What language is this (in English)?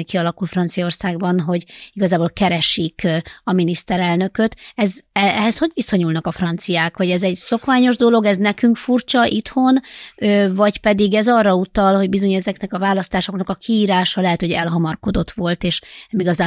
Hungarian